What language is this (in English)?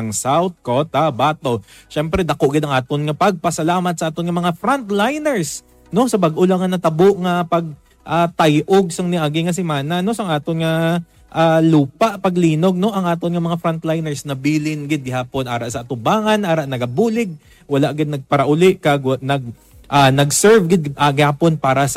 Hiligaynon